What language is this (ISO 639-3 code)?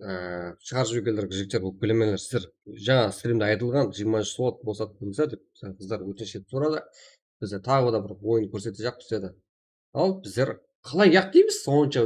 kaa